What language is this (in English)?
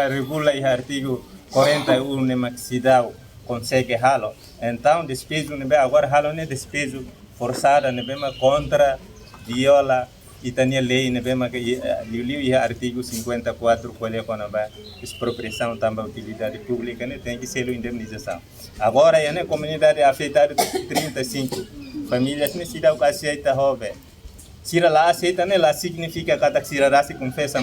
Tetum